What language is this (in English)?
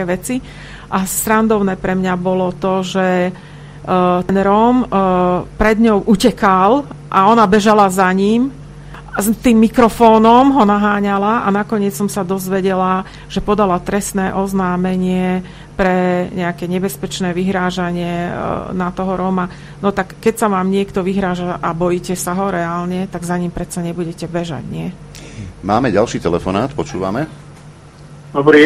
Slovak